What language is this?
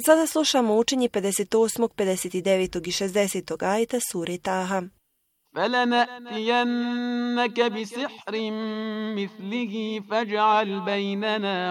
Bosnian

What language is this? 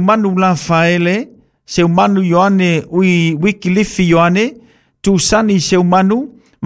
Samoan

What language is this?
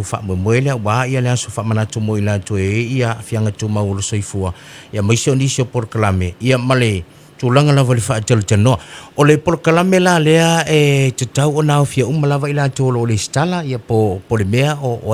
Samoan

